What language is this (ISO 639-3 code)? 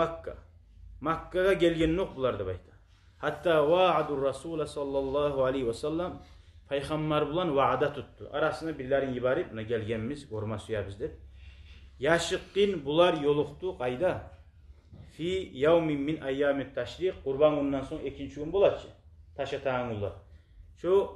kum